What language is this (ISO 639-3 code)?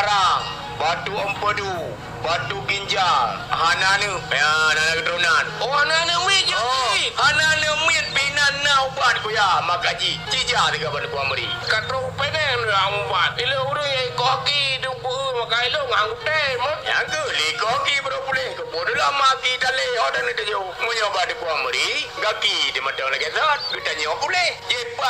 ace